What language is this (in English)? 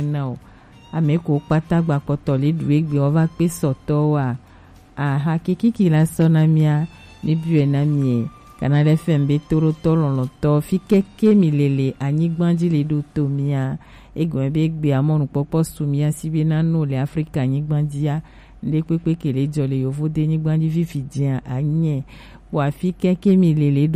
Gen